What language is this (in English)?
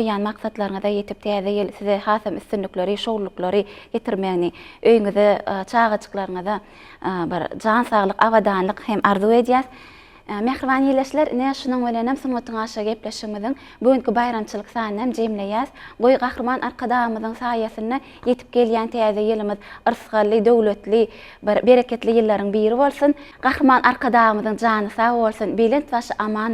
Turkmen